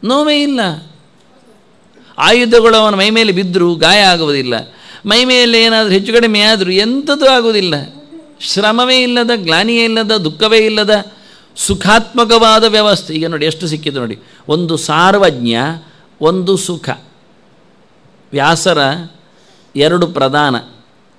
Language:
Kannada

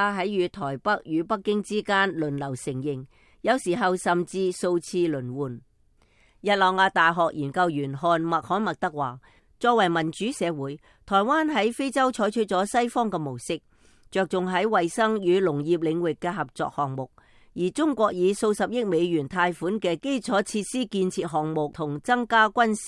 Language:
Cantonese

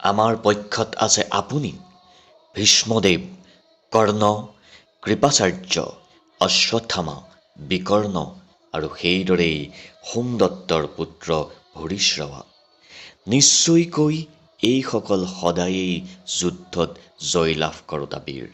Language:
Assamese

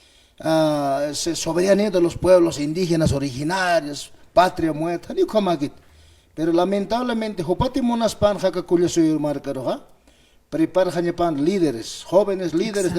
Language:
Aymara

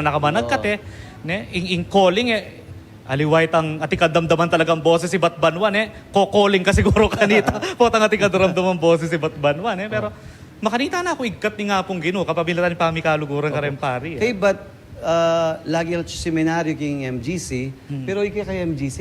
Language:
Pampanga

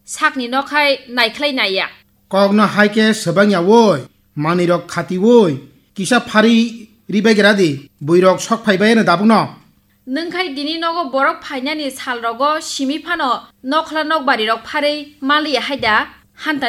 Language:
Kok Borok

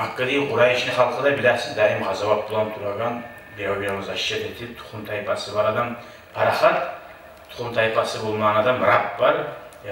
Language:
Kumyk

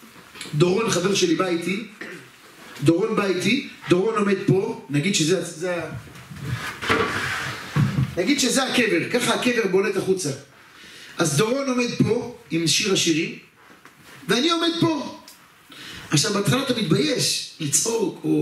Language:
Hebrew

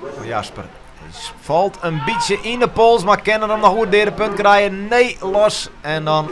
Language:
Western Frisian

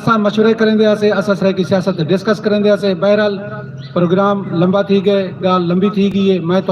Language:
Saraiki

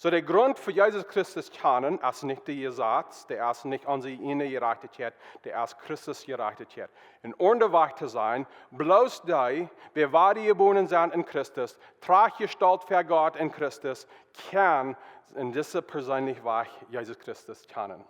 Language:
Plautdietsch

